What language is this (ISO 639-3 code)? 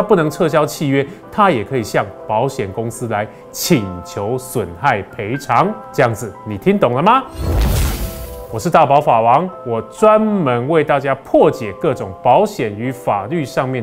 zho